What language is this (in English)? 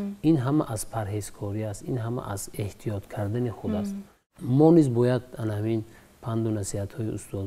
Persian